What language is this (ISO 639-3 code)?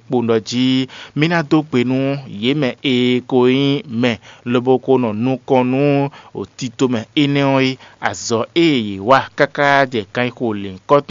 fon